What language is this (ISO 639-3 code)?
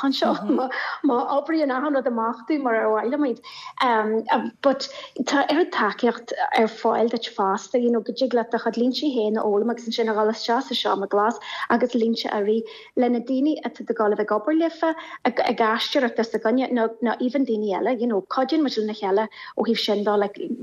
gle